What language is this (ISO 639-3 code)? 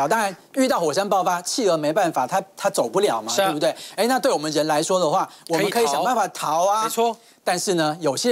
zho